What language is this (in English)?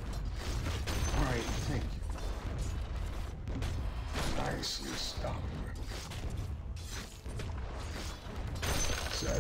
Hungarian